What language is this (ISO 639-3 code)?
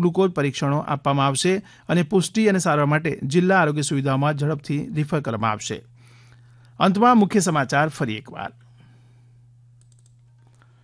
guj